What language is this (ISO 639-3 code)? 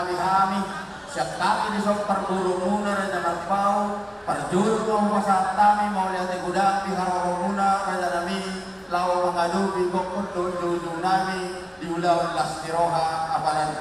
bbc